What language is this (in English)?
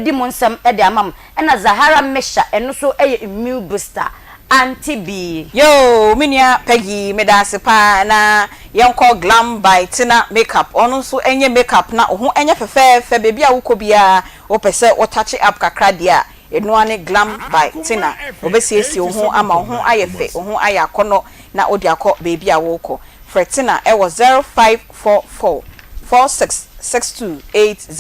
Akan